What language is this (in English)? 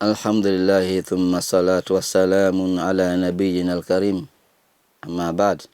Luo (Kenya and Tanzania)